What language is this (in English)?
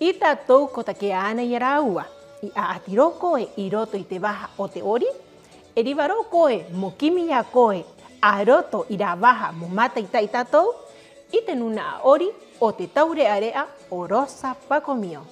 Rapanui